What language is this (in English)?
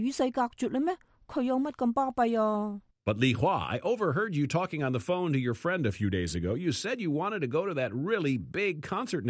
Cantonese